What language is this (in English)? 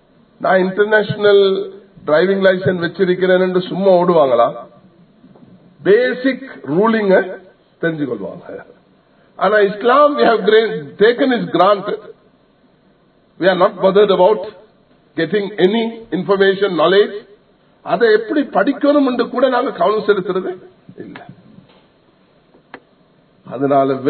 Tamil